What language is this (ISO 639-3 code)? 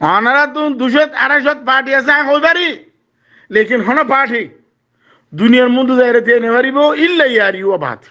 rhg